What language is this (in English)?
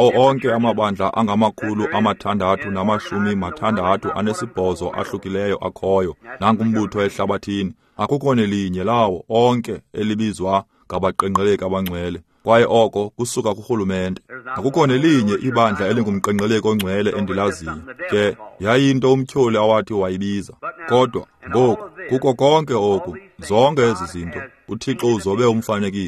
Xhosa